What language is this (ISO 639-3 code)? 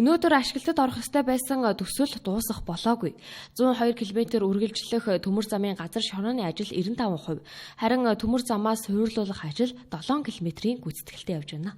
mon